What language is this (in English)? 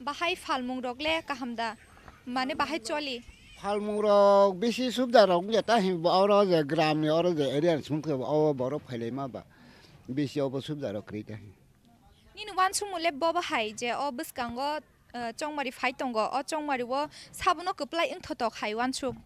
Kok Borok